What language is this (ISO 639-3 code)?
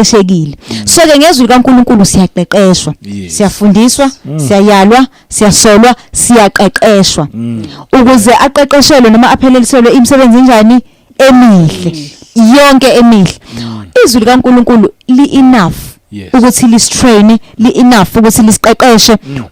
zul